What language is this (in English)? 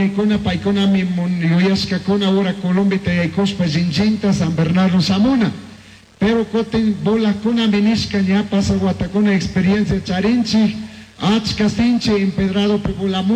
Chimborazo Highland Quichua